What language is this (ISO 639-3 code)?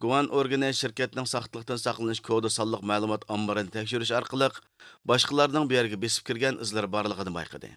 uig